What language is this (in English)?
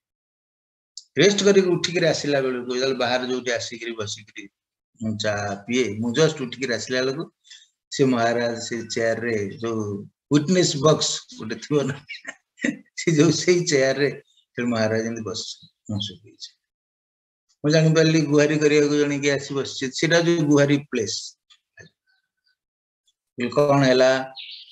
Odia